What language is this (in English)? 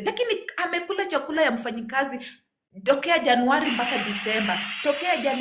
Swahili